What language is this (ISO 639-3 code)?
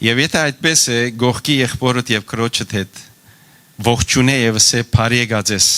hyw